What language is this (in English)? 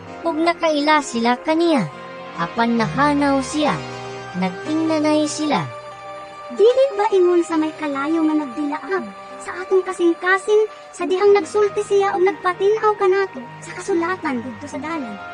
Cebuano